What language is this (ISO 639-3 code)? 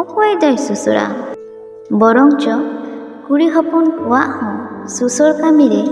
sat